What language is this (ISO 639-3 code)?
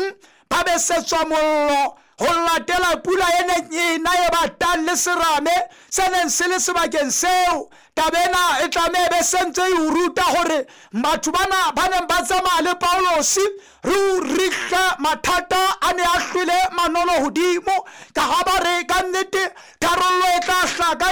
sot